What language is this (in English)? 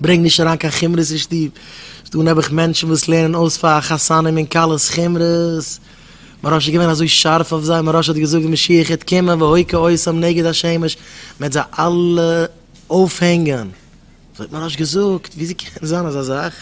Yiddish